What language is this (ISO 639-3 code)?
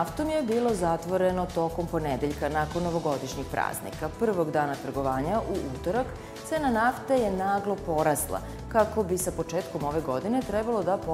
srp